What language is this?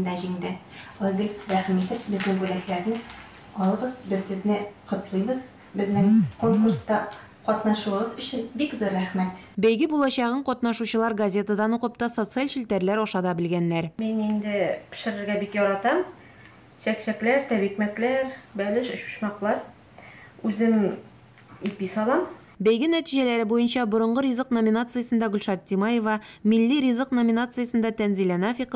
Tatar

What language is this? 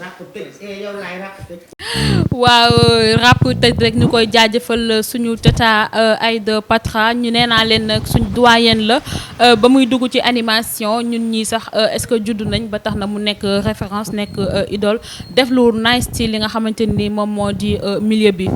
Wolof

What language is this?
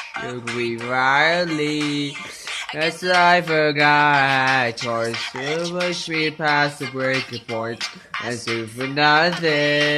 English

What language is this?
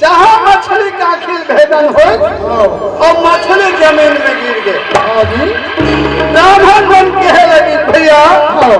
Chhattisgarhi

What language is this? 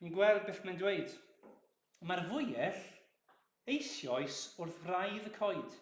Welsh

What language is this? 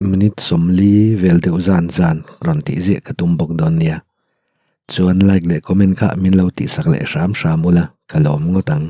Mizo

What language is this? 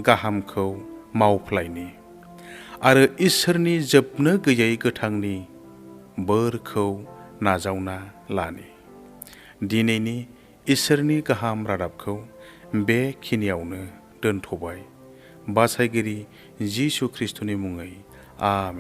Bodo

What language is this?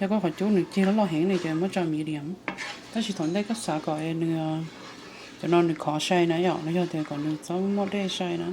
Hmong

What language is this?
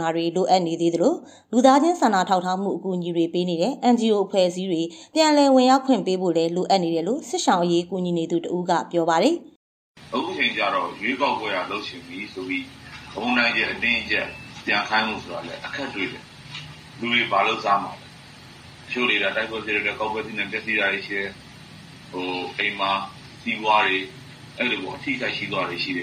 Burmese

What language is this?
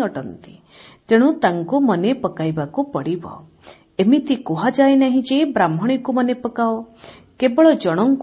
Odia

